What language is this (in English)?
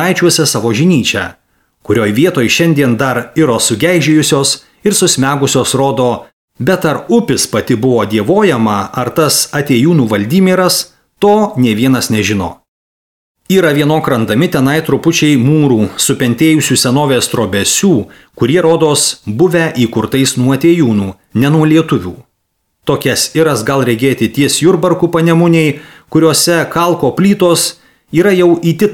Lithuanian